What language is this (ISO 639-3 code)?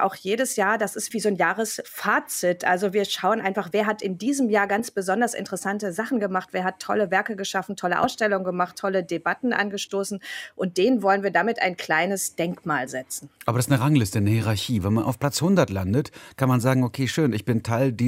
deu